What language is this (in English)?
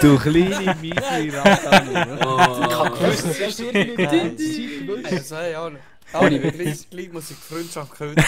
Swiss German